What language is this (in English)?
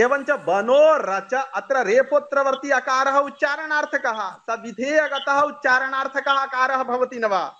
Sanskrit